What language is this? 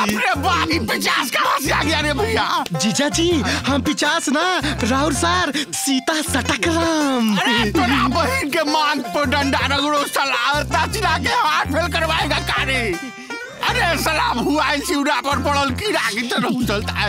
Bhojpuri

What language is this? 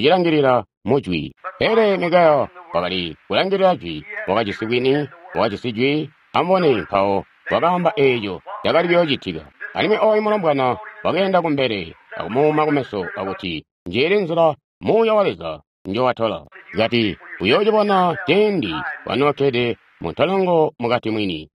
Tonga (Zambia)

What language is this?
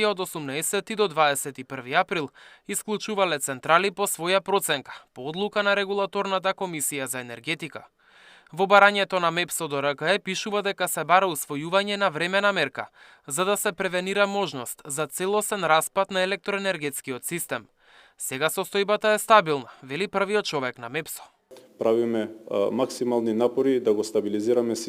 Macedonian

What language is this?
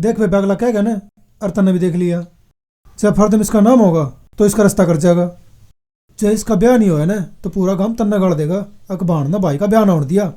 Haryanvi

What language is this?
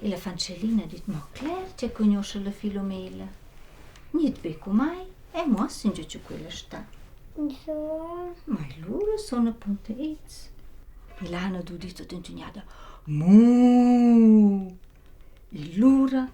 Romansh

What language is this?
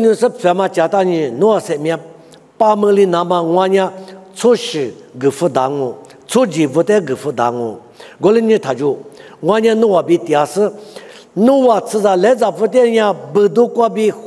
Lisu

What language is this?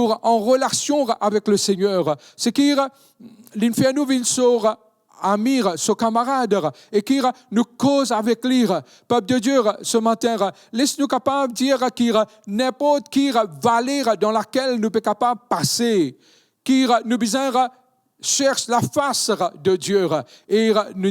Morisyen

